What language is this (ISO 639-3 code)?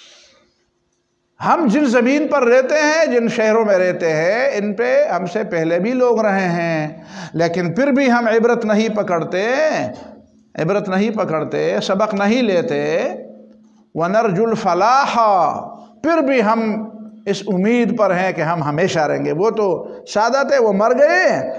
urd